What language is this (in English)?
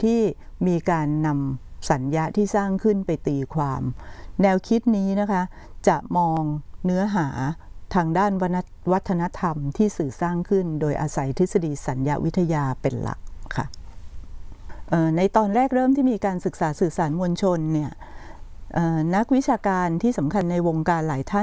Thai